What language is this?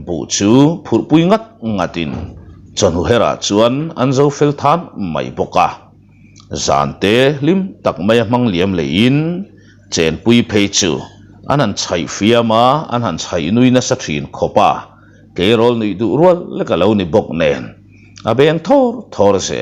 Mizo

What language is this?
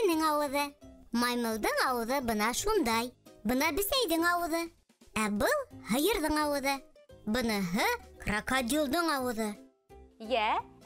Bashkir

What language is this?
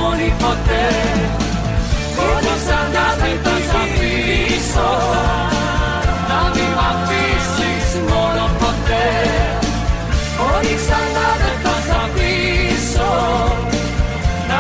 Greek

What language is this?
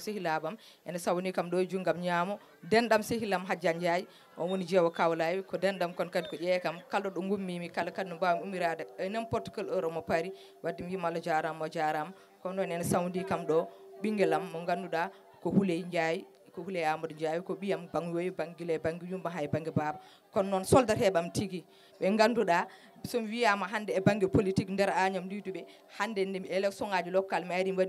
Fula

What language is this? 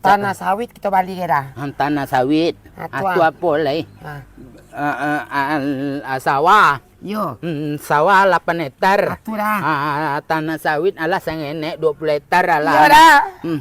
Minangkabau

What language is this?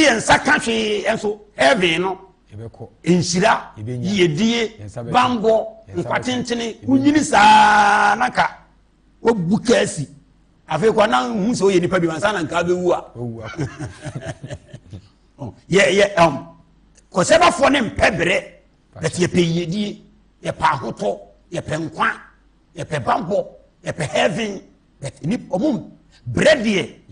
Akan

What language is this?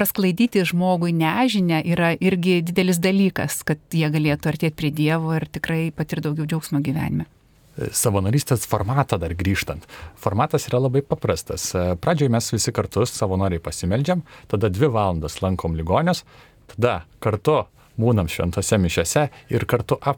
Lithuanian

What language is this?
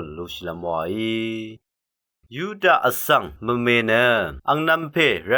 Rawang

